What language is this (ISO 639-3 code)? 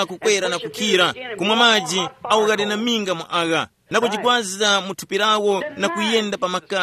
tum